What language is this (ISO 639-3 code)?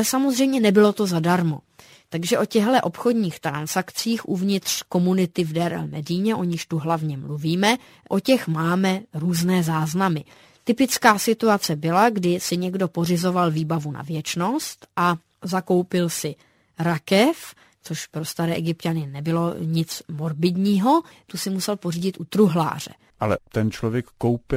ces